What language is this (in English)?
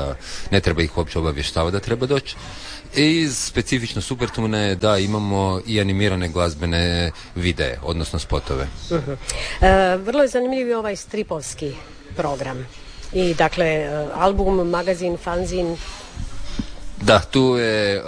Croatian